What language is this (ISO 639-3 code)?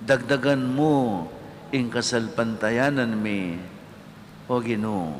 pam